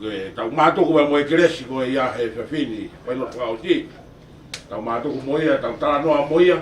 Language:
Tongan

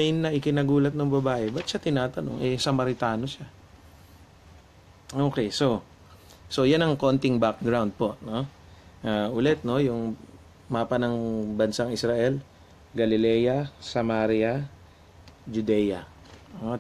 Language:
Filipino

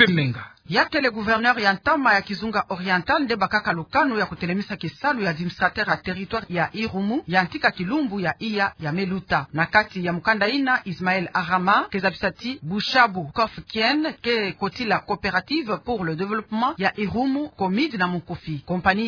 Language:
Kituba (Democratic Republic of Congo)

